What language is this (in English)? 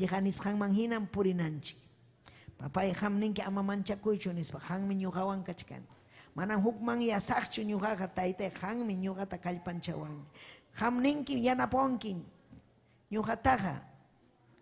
Ayacucho Quechua